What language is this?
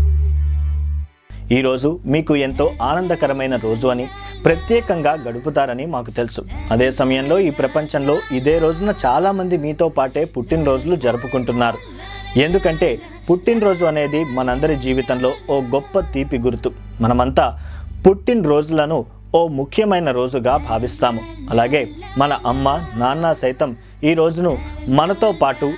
Telugu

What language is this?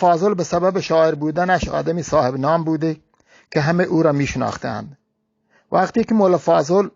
Eastern Balochi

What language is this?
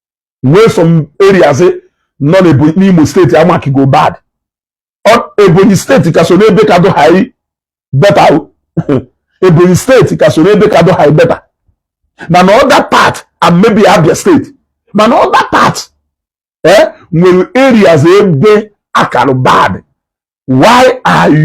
Igbo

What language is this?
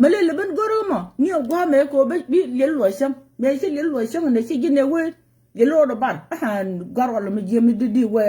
Nuer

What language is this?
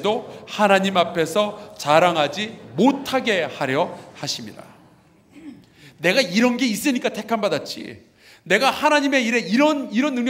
Korean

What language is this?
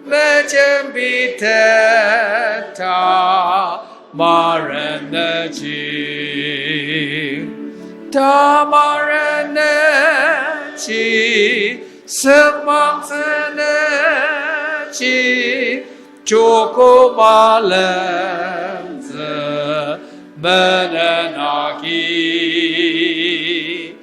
Ao Naga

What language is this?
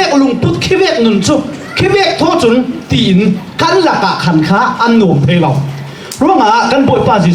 Falam Chin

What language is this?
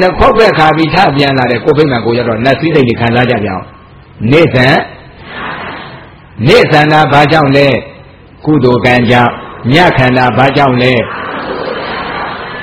Burmese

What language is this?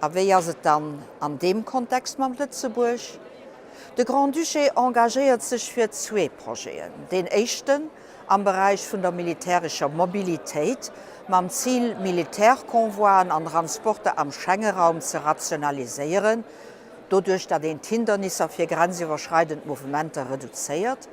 Luxembourgish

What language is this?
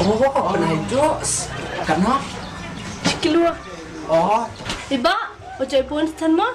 Khasi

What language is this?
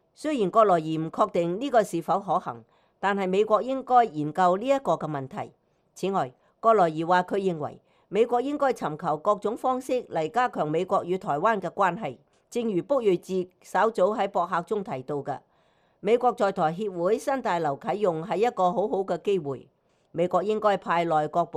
Cantonese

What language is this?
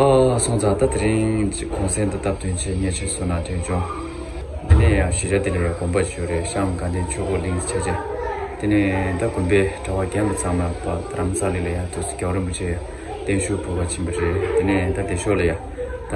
Tibetan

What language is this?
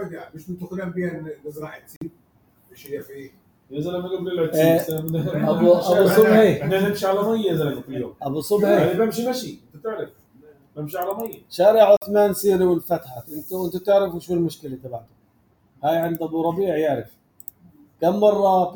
North Levantine Arabic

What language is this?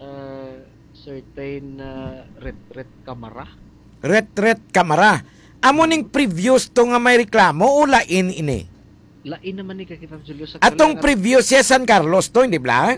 Hiligaynon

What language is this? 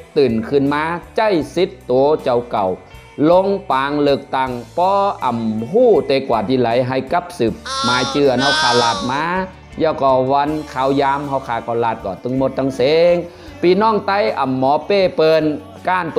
Shan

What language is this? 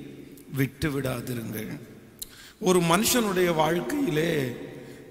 Tamil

